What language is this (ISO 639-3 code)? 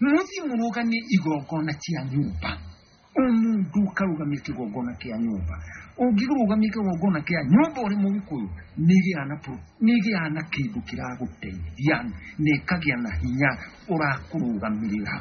kik